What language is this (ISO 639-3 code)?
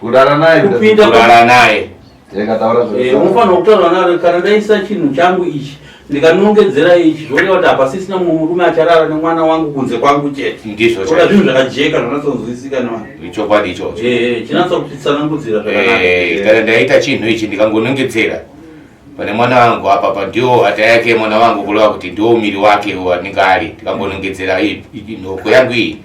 sna